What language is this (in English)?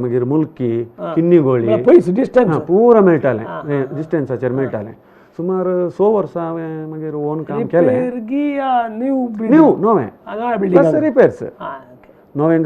Konkani